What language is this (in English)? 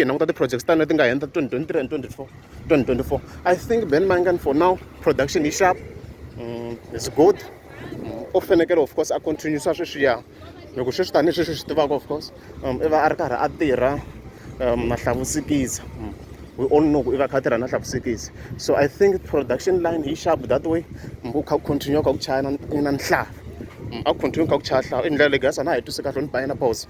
Tsonga